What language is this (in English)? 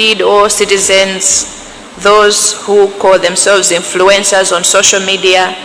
Nyanja